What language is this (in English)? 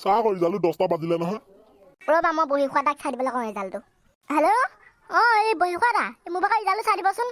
Assamese